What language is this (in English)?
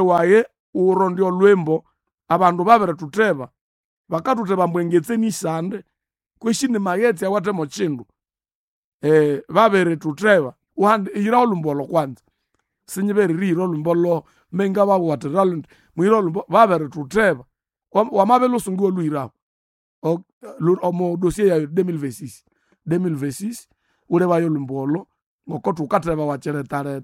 Nande